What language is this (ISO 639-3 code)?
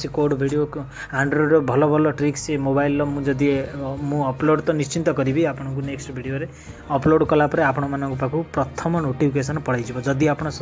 ori